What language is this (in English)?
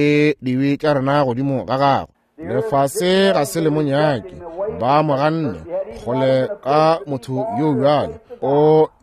Northern Sotho